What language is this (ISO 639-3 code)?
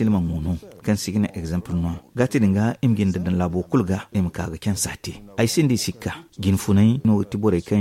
dje